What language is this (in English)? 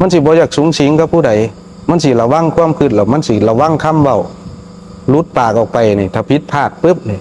Northeastern Thai